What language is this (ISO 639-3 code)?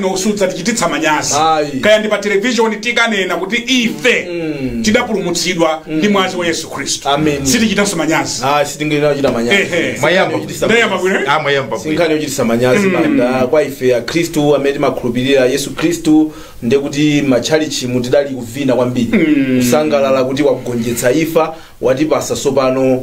nya